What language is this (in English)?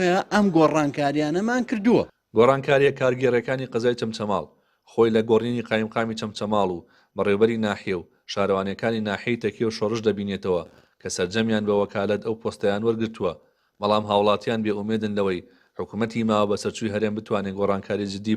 Central Kurdish